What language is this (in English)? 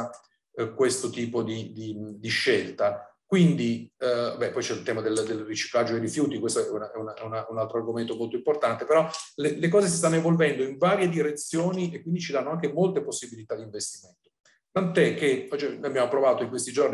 Italian